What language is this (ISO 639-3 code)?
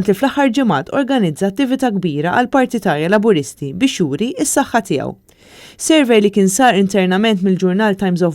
mlt